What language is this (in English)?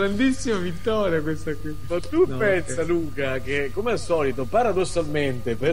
Italian